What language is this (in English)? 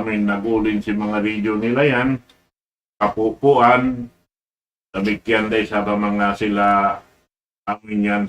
Tausug